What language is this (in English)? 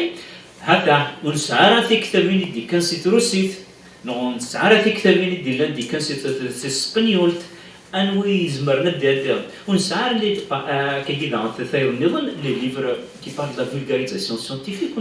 Kabyle